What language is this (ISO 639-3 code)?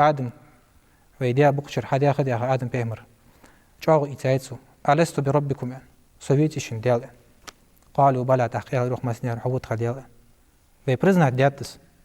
inh